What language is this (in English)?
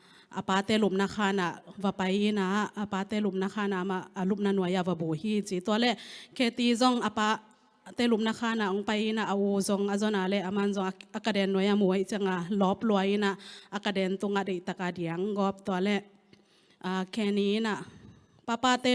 Tedim Chin